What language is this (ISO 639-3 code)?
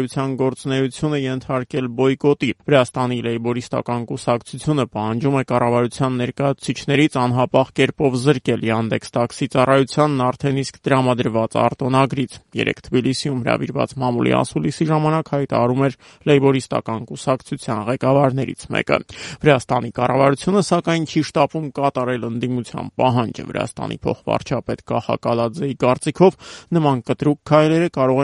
hye